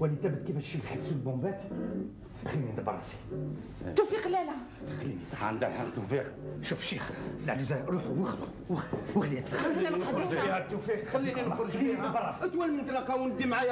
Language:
Algerian Arabic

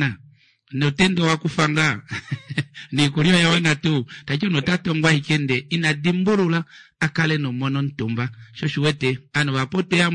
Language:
Kuanyama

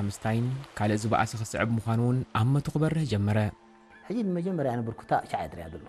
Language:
Tigrinya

